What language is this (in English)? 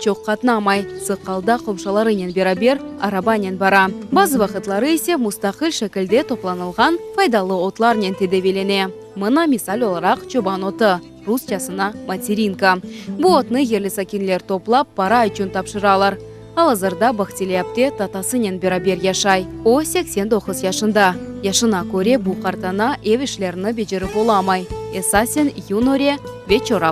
Crimean Tatar